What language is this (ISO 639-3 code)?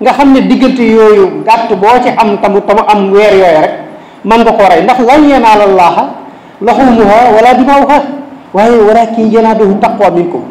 wol